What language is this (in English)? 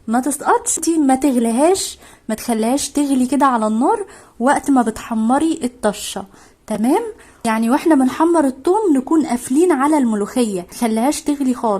Egyptian Arabic